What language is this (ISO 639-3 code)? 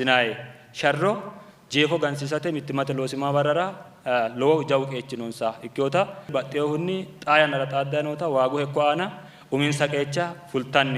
sid